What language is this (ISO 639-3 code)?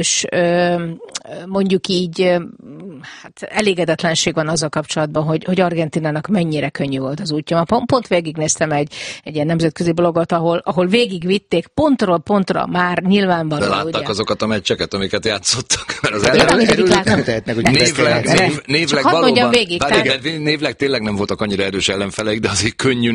hun